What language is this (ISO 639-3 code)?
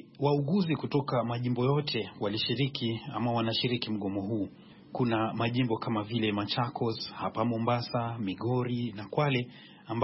swa